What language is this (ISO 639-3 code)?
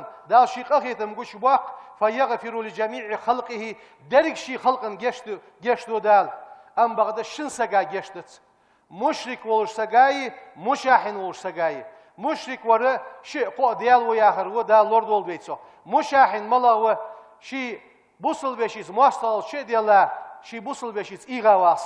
inh